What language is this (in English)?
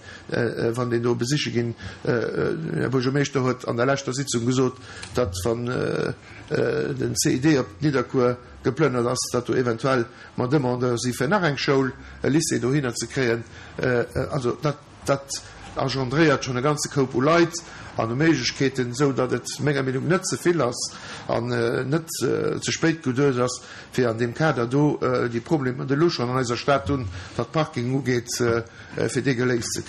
Luxembourgish